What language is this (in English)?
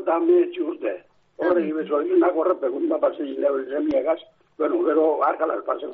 Basque